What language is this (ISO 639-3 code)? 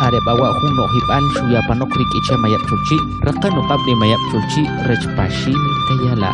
quc